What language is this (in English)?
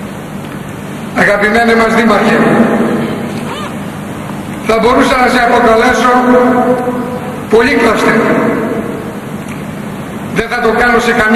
Greek